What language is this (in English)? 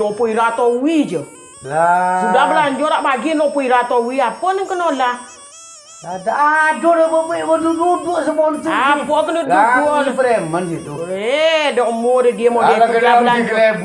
Minangkabau